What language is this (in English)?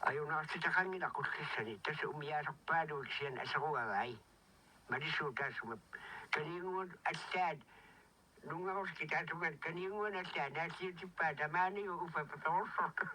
Kalaallisut